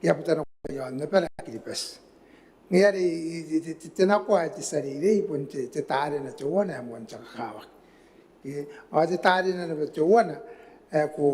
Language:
Gilbertese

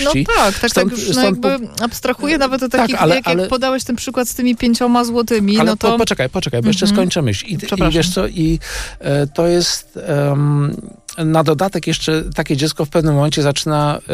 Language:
Polish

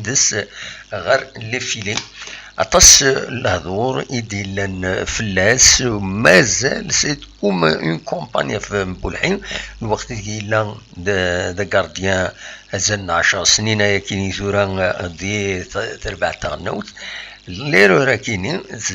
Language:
Kabyle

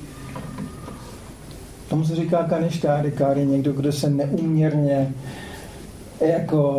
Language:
Czech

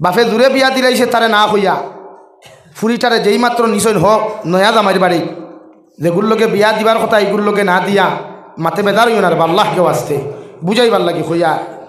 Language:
Sylheti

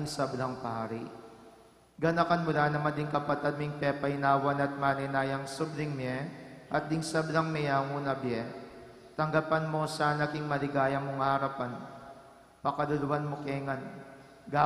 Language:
Pampanga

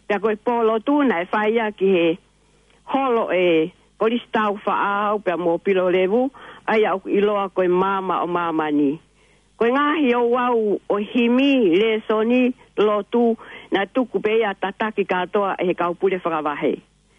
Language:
Tongan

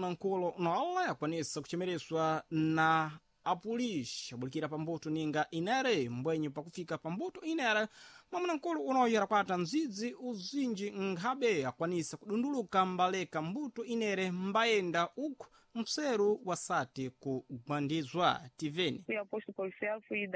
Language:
Sena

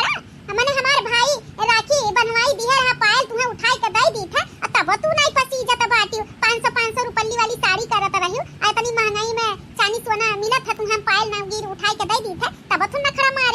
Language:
Awadhi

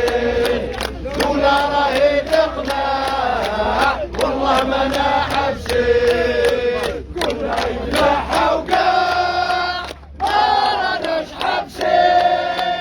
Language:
Algerian Arabic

